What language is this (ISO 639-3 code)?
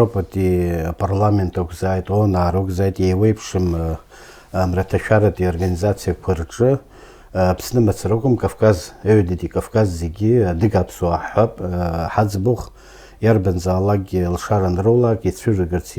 abk